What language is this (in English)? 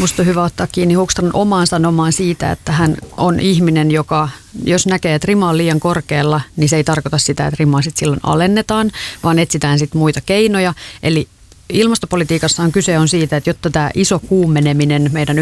Finnish